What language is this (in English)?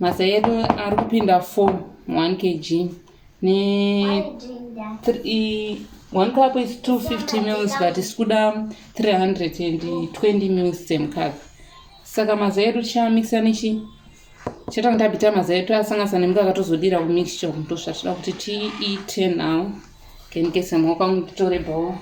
Shona